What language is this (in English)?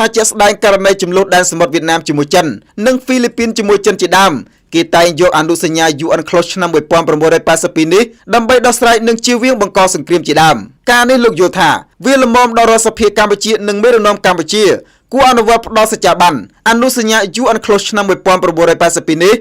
Khmer